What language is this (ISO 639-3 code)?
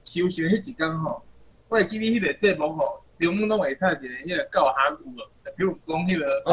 nan